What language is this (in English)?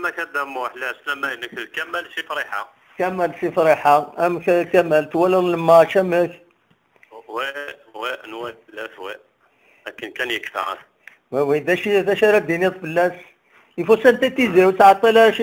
Kabyle